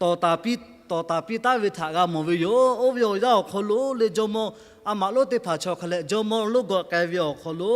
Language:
Lahu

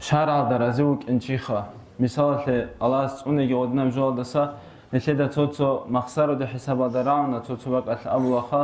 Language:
Avaric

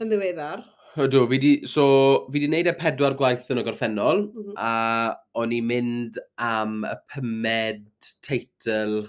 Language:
Welsh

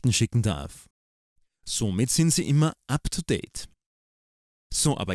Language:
German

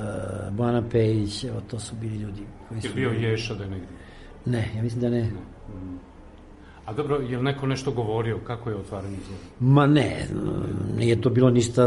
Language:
Serbian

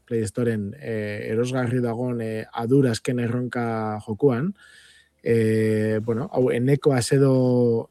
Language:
Basque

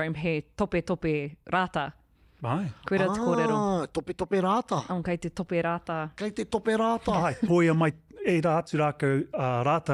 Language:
Māori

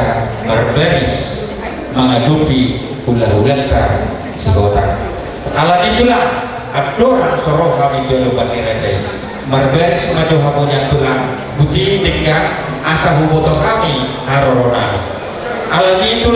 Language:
Batak Toba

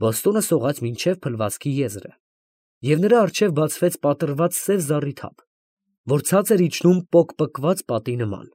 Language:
Armenian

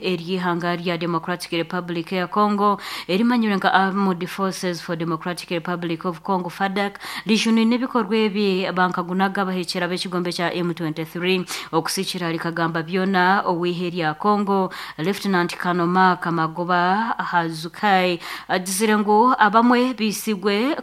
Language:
Nyoro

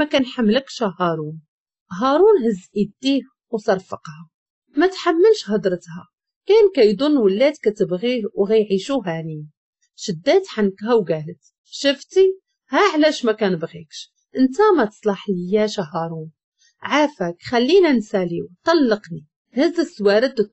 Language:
Moroccan Arabic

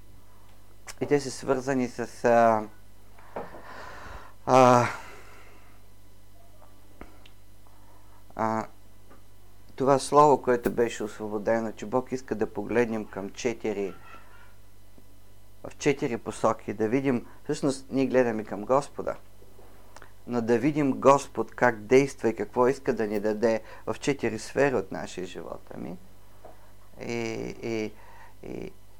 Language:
Bulgarian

